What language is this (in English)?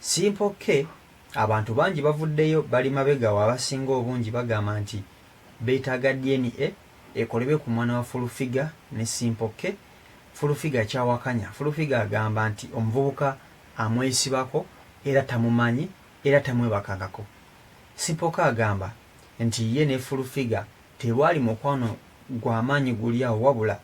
Ganda